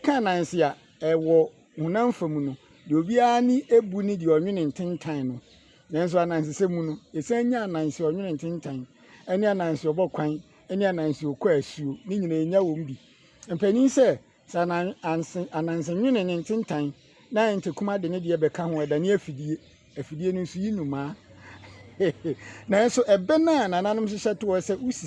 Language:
Akan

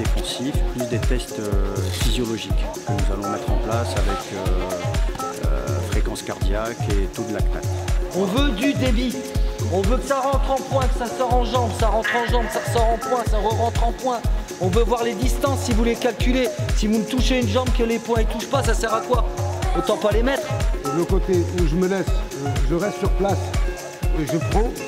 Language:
French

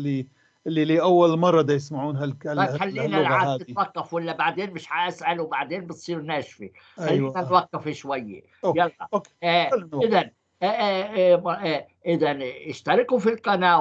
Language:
North Levantine Arabic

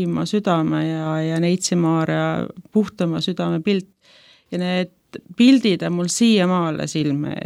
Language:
Estonian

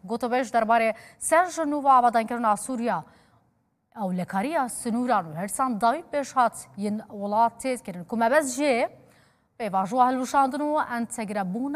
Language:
Kurdish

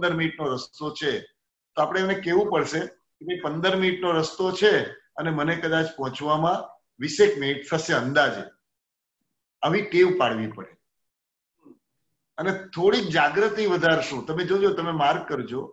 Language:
Gujarati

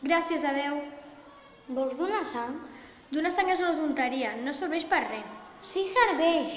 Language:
Catalan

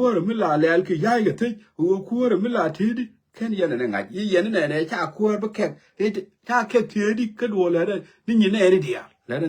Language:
Nuer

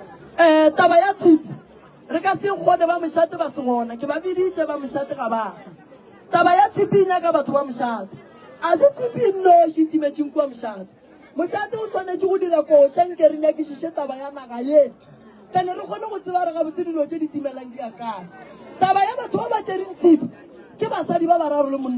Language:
Northern Sotho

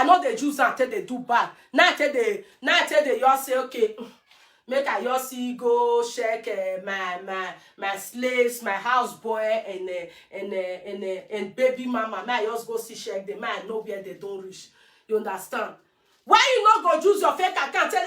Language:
Nigerian Pidgin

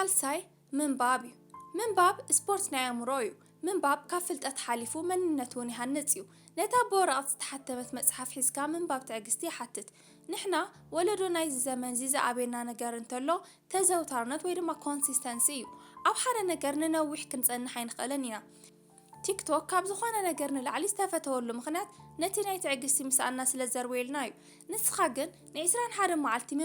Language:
Tigrinya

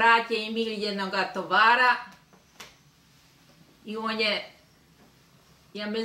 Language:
Croatian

